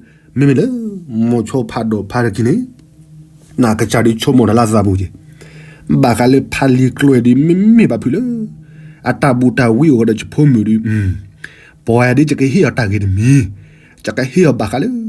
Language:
S'gaw Karen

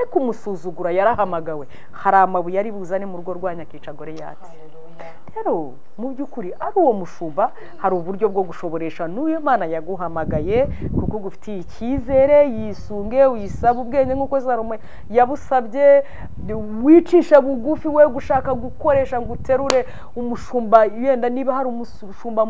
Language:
Kinyarwanda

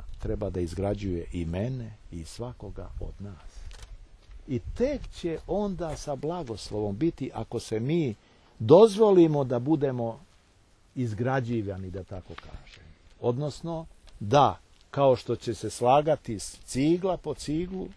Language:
Serbian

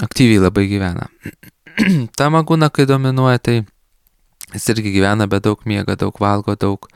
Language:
Lithuanian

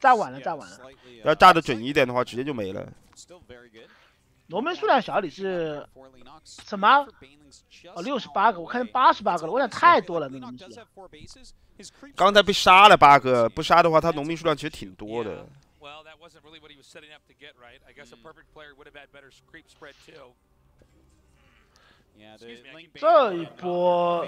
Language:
Chinese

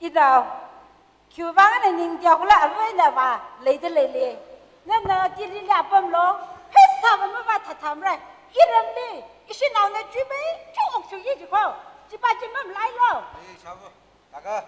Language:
Tangkhul Naga (India)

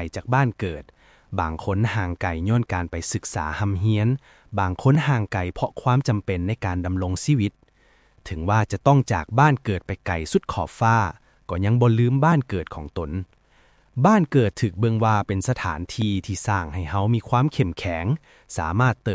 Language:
Lao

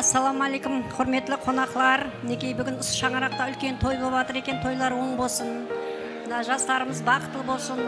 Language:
Kara-Kalpak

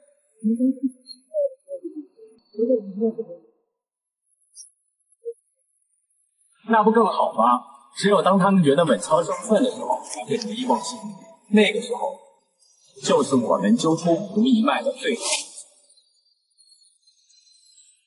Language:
Chinese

